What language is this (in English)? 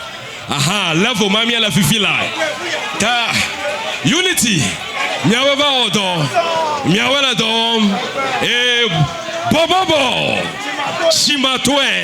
Ewe